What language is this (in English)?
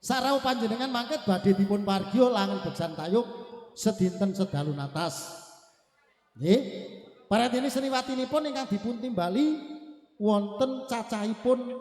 Javanese